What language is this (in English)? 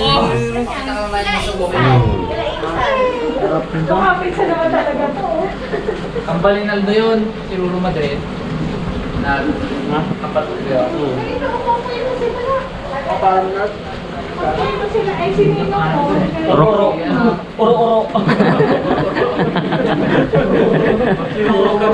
Filipino